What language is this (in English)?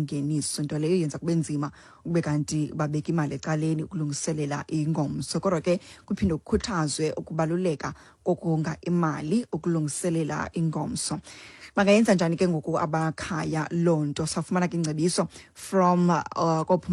Xhosa